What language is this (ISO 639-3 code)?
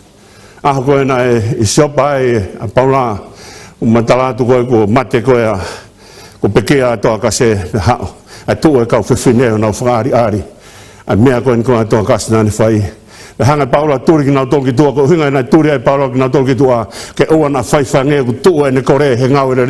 ton